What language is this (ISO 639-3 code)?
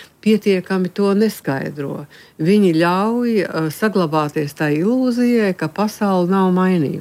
lav